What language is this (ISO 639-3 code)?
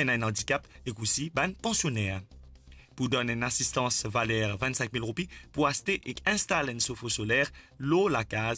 mfe